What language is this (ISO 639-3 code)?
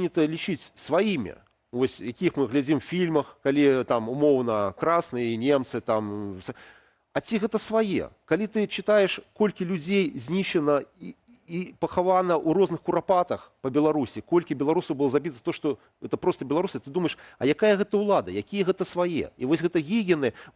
bel